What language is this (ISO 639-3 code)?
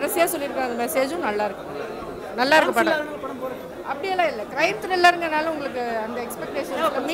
tam